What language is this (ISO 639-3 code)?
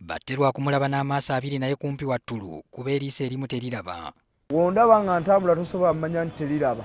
lug